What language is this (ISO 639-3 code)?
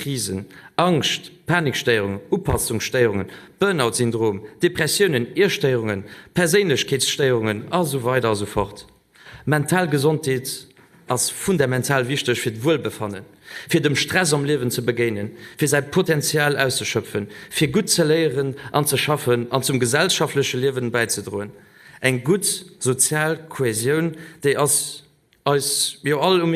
ltz